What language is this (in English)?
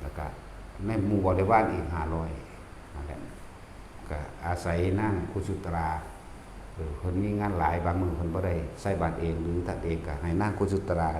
Northeastern Thai